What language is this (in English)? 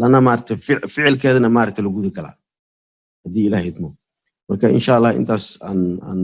Somali